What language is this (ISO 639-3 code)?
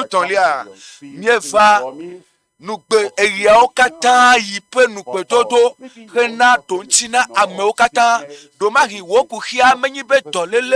ewe